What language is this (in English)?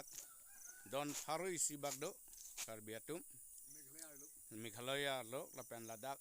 Karbi